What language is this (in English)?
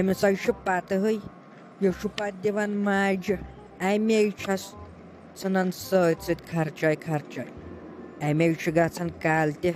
Kashmiri